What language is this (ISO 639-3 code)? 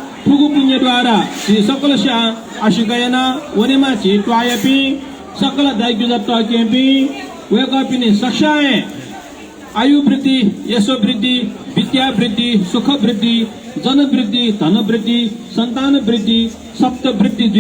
new